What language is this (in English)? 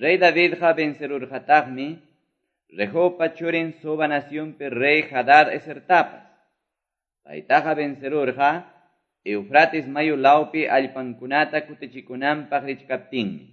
Quechua